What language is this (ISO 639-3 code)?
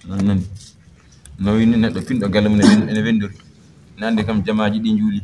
ful